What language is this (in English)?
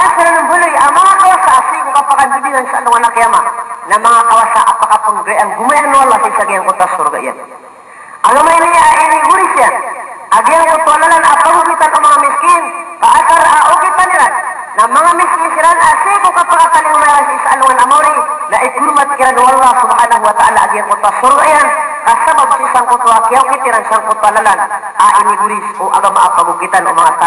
Maranao